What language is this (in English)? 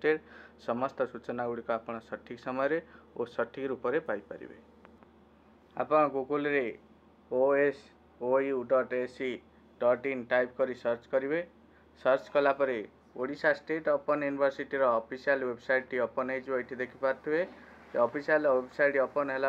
Odia